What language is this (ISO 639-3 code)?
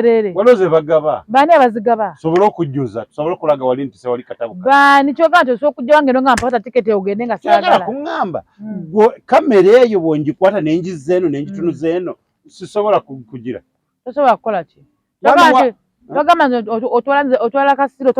lug